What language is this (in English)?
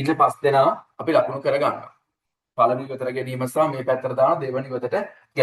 Sinhala